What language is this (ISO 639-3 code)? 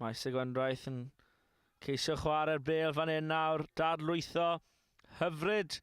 cym